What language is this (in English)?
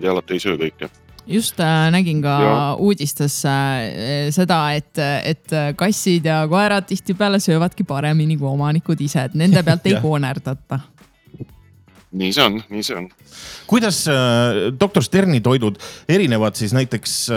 Estonian